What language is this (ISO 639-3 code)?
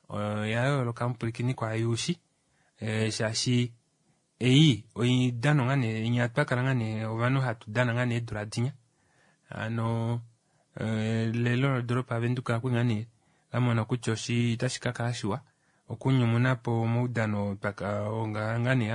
kua